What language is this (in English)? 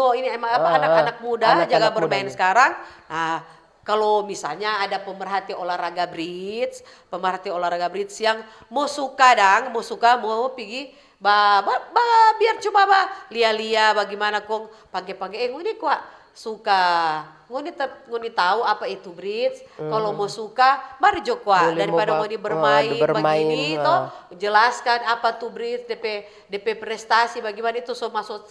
Manado Malay